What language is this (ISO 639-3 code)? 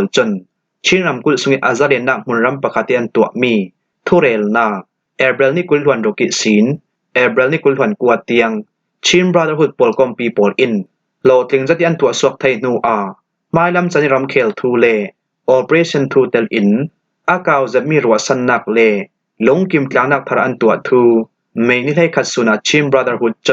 cfm